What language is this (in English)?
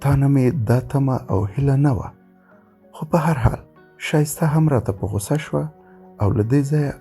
Pashto